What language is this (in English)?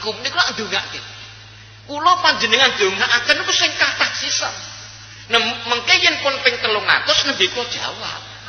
Javanese